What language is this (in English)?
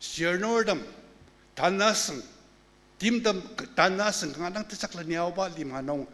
Ao Naga